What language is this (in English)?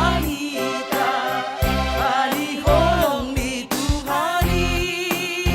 Batak Simalungun